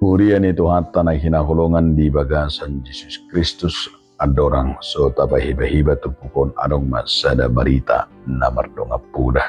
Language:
Batak Toba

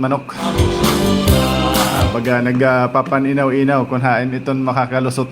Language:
Waray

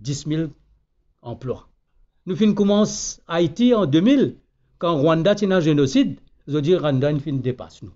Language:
Morisyen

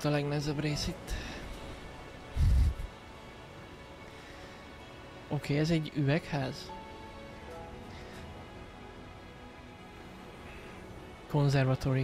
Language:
Hungarian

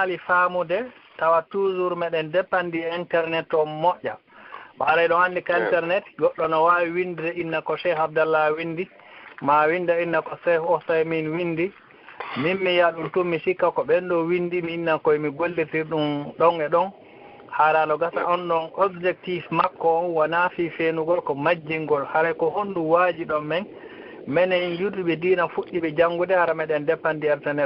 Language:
Fula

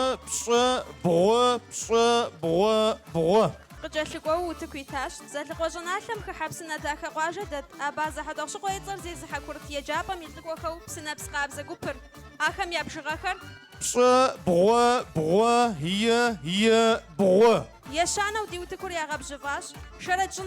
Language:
Kabardian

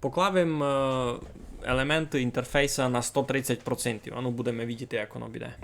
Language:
Rusyn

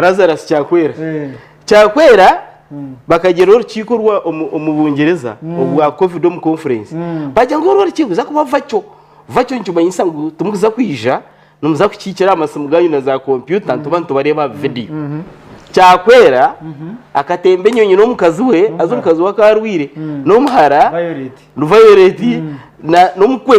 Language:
Nyankole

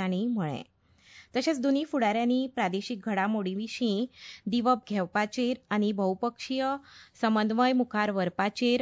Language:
Konkani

